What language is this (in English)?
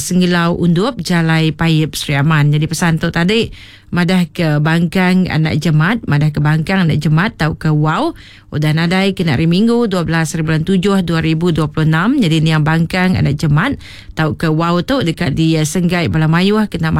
Iban